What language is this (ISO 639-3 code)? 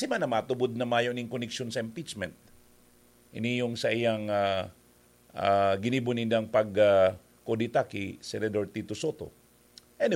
bik